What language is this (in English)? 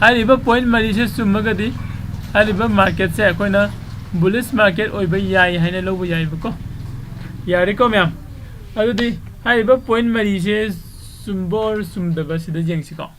Manipuri